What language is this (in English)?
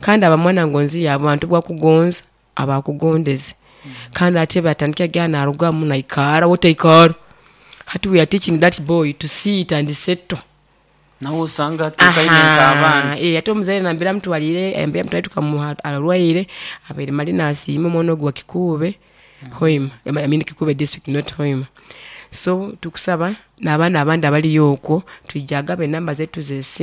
Nyoro